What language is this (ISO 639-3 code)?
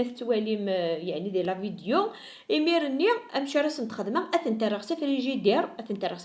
kab